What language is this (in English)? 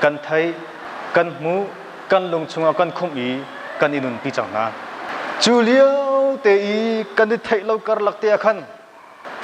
Hakha Chin